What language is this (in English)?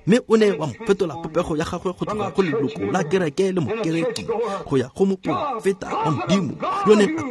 Tswana